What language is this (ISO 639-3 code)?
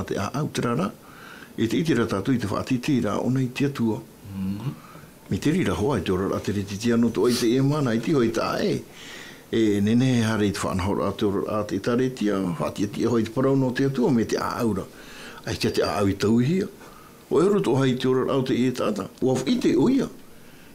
tah